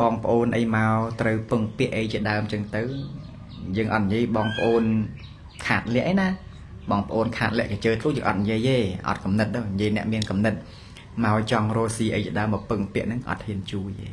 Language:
Khmer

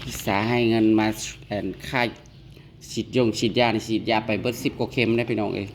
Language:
Northeastern Thai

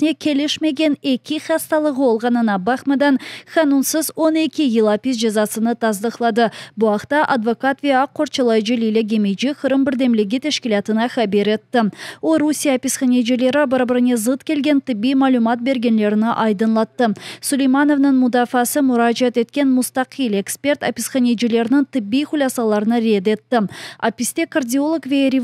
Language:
Crimean Tatar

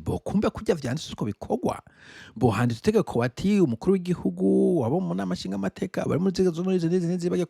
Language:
Rundi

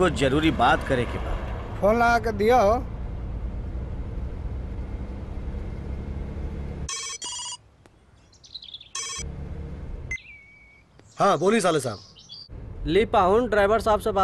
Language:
Bhojpuri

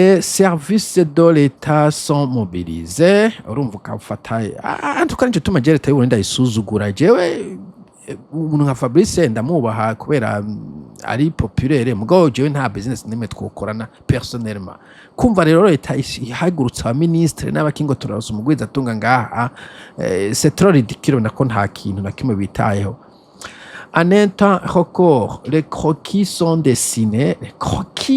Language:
Rundi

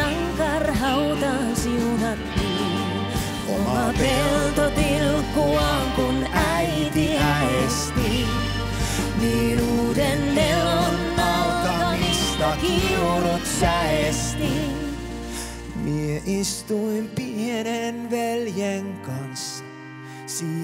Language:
Finnish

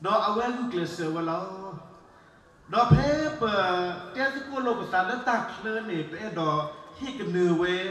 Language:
S'gaw Karen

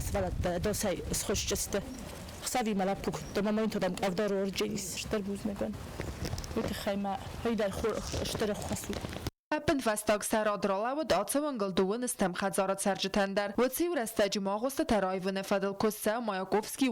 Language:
Ossetic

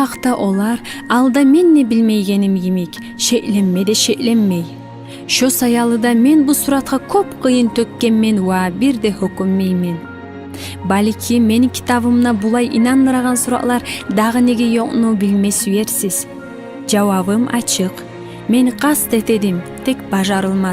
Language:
Kumyk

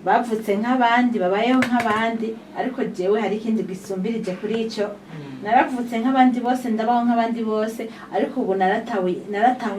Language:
Rundi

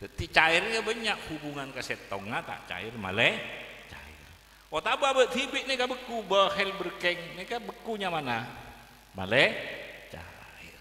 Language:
Madurese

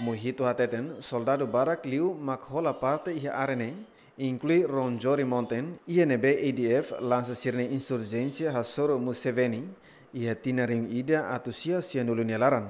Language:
Tetum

